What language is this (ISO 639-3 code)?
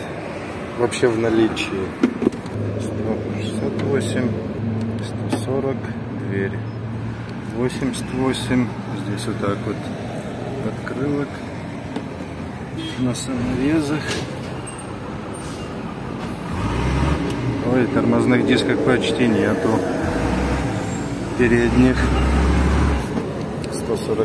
rus